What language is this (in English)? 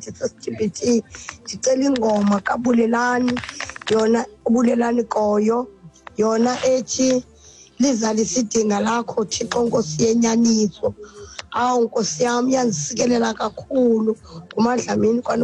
Xhosa